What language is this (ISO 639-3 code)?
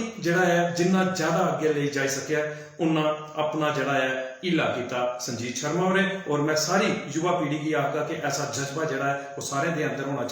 doi